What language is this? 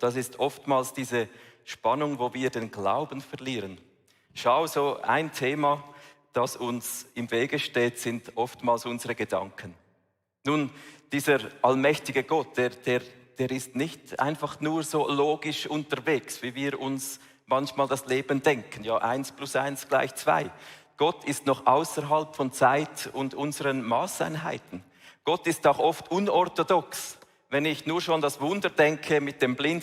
Swiss German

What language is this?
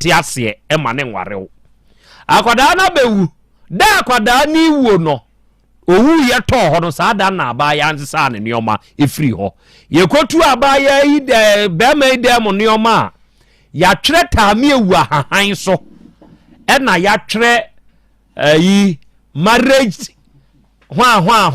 Akan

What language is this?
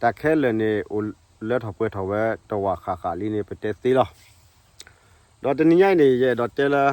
S'gaw Karen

